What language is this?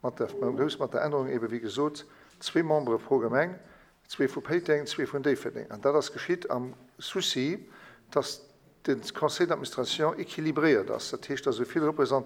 Luxembourgish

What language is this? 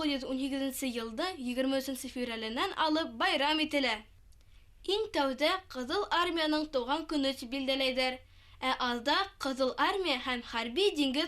Bashkir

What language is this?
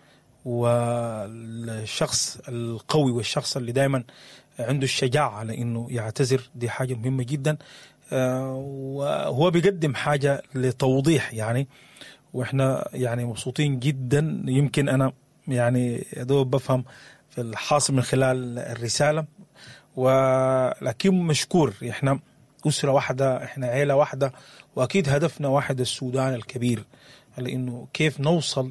Sudanese Arabic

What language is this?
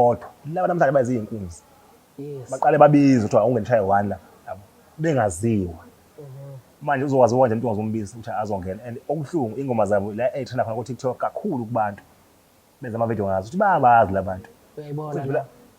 Zulu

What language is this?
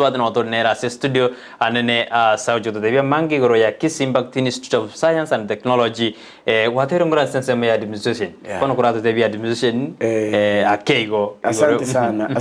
Gusii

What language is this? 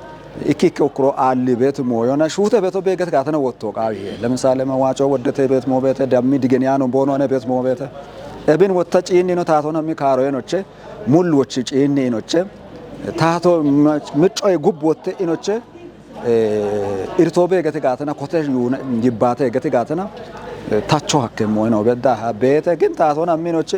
Kafa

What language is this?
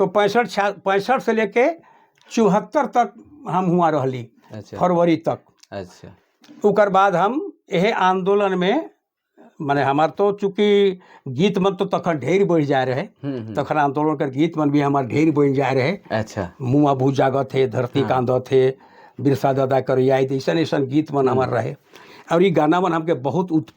Sadri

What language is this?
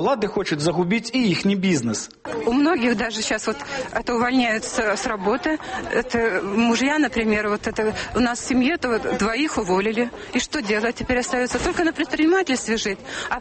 Belarusian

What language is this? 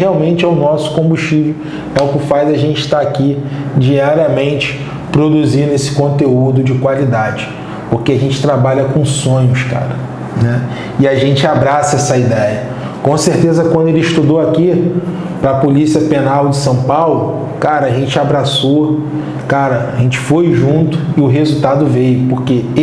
Portuguese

